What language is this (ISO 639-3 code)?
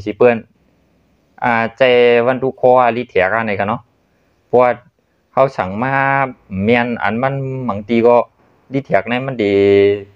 shn